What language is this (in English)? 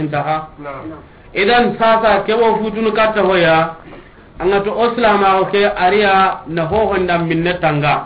Soninke